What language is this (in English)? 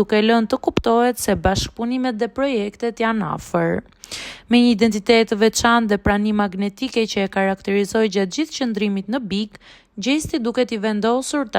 Albanian